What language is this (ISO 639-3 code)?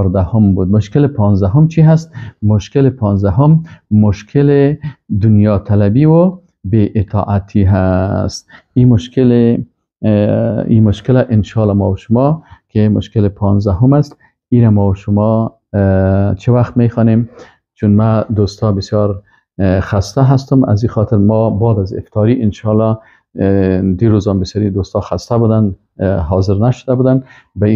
fas